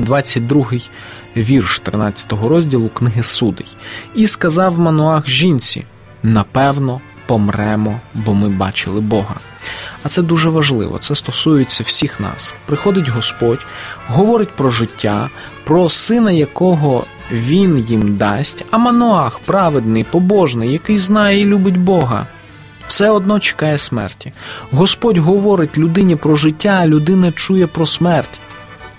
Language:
Ukrainian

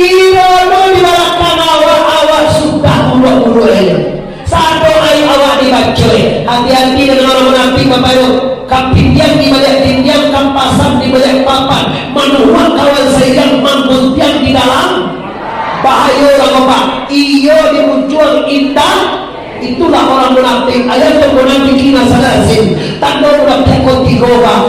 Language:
Minangkabau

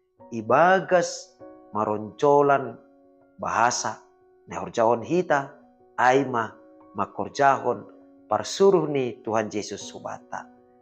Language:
Batak Simalungun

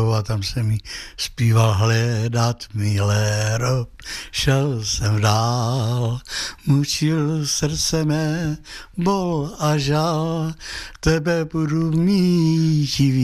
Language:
Czech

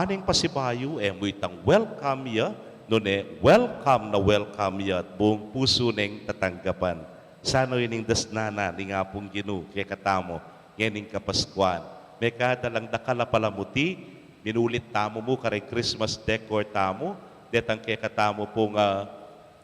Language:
Pampanga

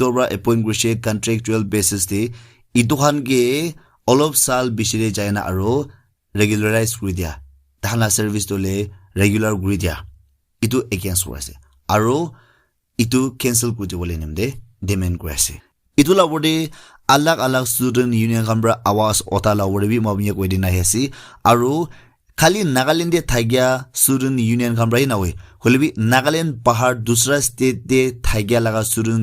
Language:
Naga Pidgin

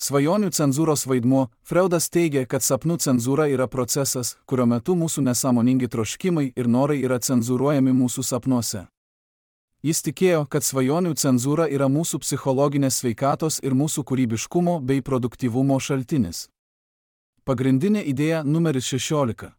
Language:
Lithuanian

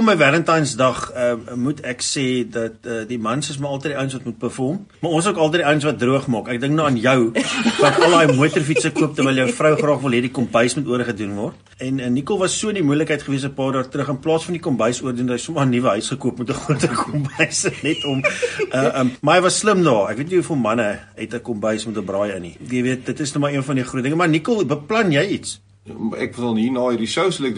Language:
Afrikaans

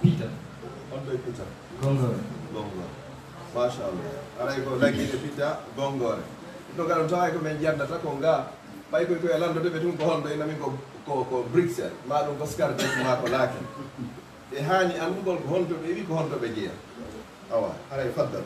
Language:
Fula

